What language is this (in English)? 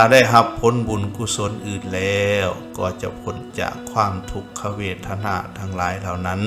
Lao